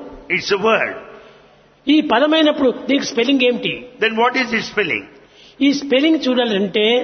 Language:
Telugu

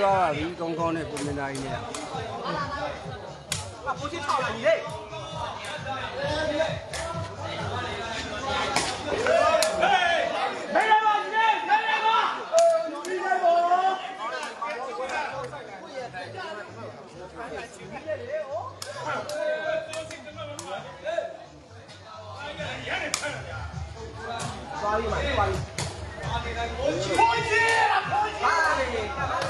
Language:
Burmese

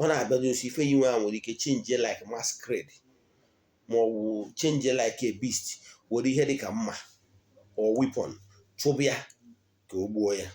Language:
Igbo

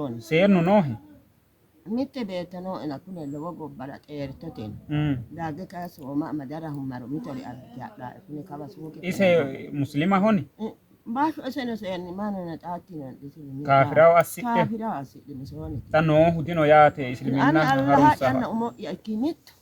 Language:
Sidamo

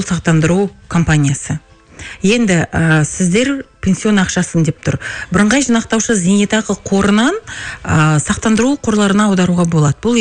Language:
Kazakh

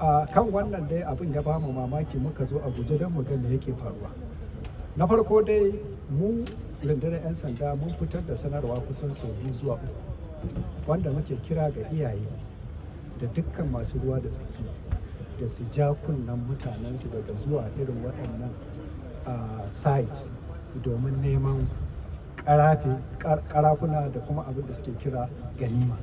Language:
Hausa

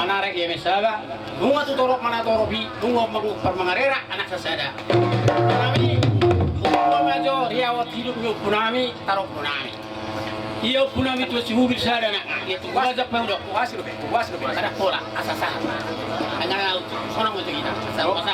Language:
Batak Toba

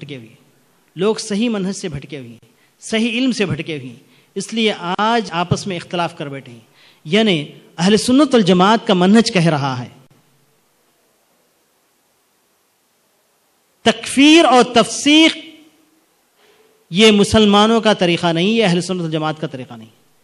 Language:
Urdu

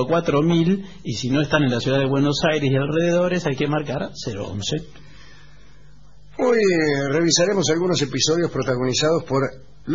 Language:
Spanish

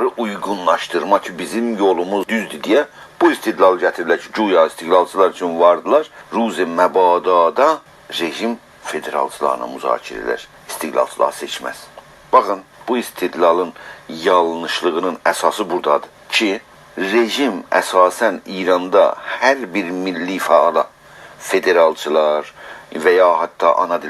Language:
South Azerbaijani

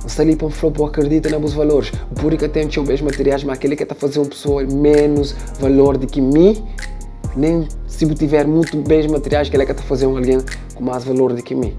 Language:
Kabuverdianu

